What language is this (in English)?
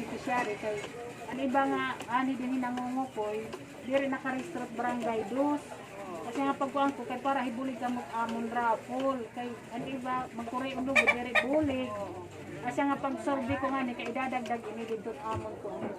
Waray